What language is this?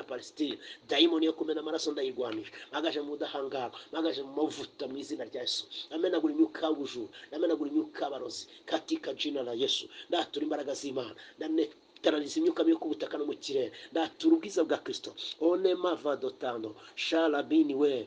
Kinyarwanda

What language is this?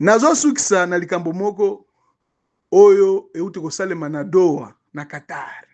Lingala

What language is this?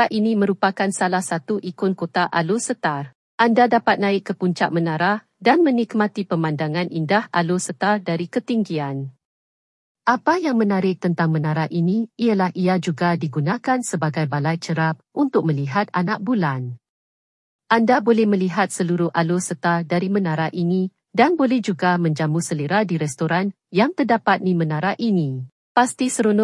Malay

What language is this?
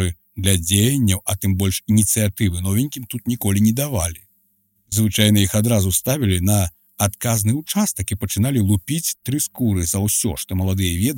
Belarusian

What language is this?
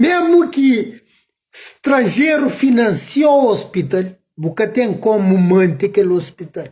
Kabuverdianu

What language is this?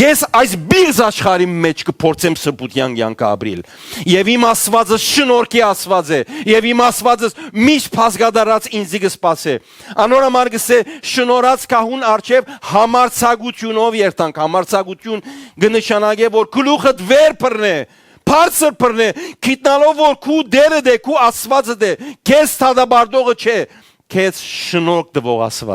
Western Armenian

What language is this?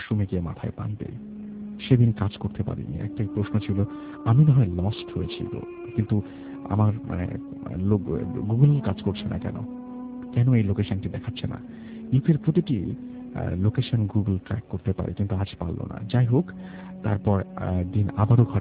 Bangla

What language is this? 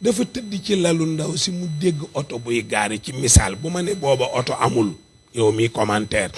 Wolof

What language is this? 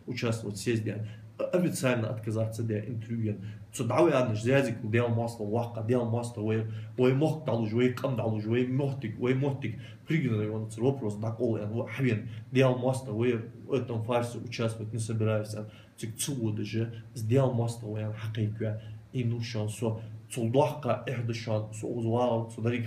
Ingush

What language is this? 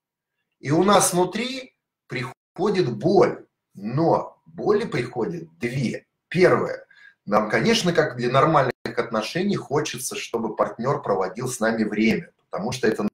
Russian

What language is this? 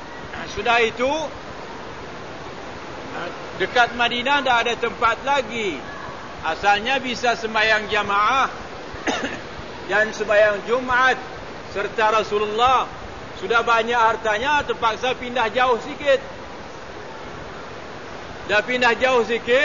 Malay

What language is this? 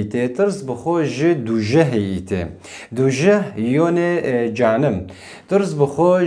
Kurdish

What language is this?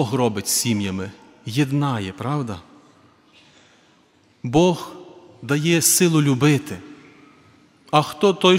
Ukrainian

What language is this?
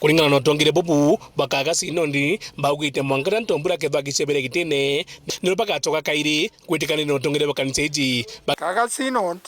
Meru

